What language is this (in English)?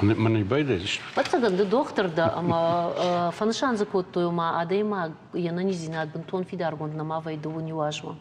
Ossetic